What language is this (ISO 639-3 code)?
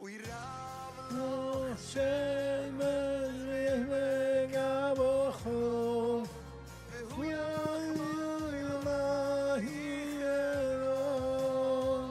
yid